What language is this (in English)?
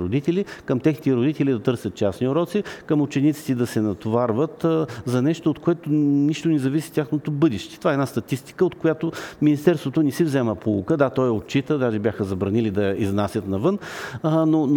Bulgarian